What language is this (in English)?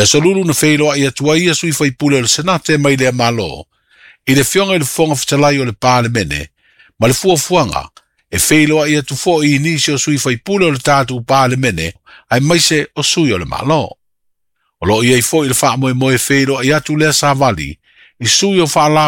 Samoan